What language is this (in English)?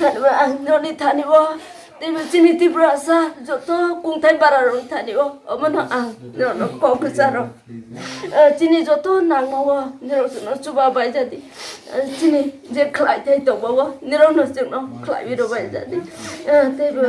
Kok Borok